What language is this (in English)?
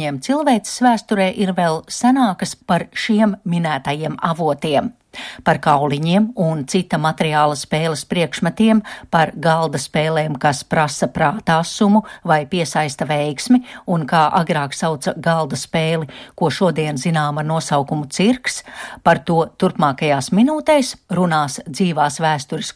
Latvian